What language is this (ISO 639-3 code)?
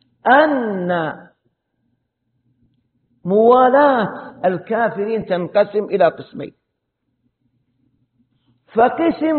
ara